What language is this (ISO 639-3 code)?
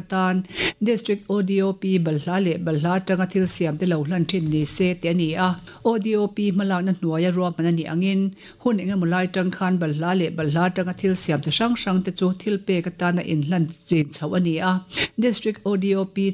lus